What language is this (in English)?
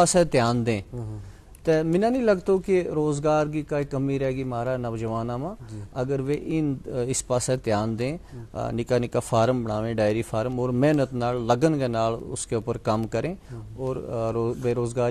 Gujari